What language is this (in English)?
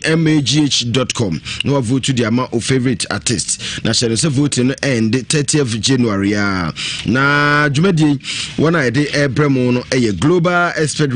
Akan